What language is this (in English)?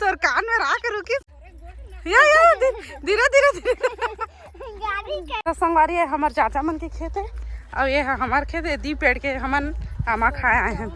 Chhattisgarhi